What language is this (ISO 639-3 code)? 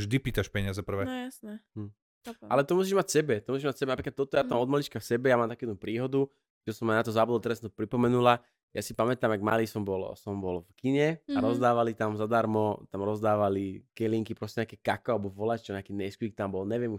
slk